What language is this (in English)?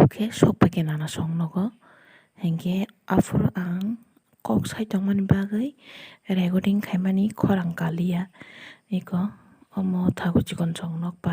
Kok Borok